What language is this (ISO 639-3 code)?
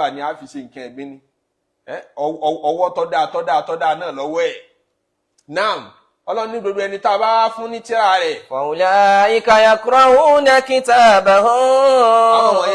yor